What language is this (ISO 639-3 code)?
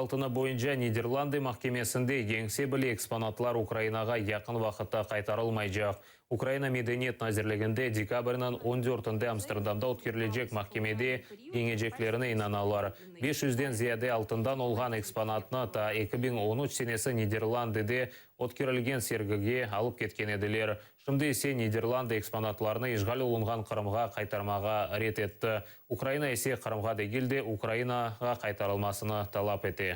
crh